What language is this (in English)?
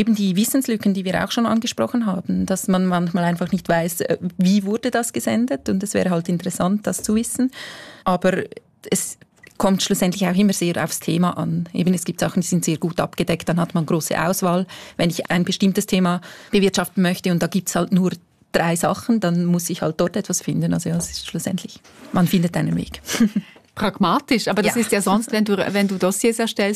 German